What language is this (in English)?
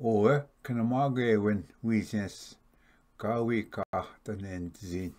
Ojibwa